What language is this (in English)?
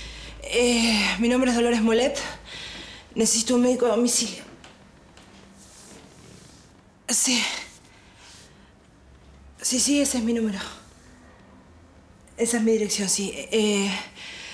Spanish